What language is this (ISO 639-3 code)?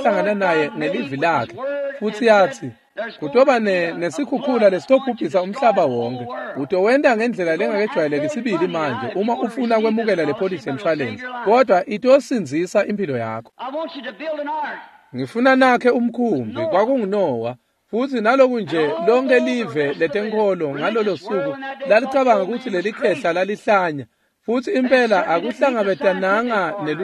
ssw